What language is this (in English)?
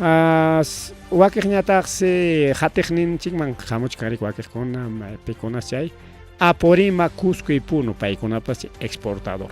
Ayacucho Quechua